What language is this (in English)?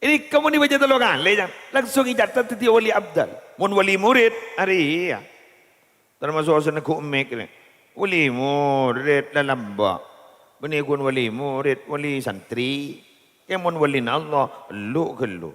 Madurese